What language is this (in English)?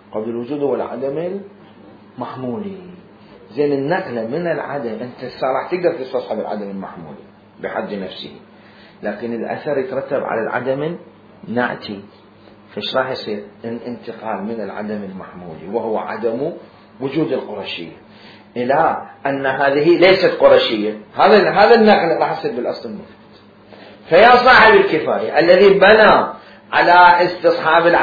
Mesopotamian Arabic